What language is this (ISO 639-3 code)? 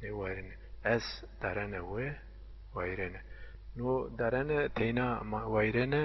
zza